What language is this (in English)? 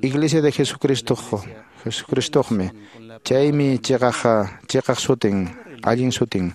Quechua